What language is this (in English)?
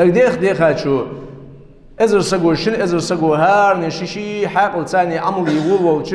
Ingush